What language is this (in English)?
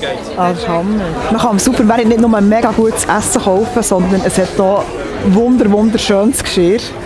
Swiss German